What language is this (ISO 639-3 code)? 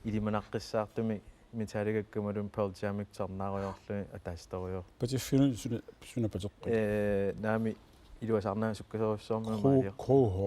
kal